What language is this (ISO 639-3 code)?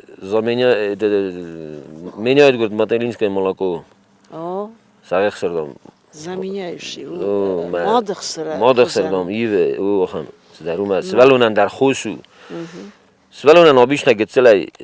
oss